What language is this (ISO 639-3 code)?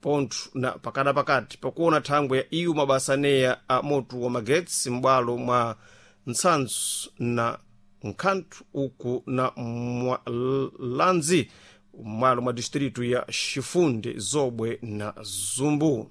seh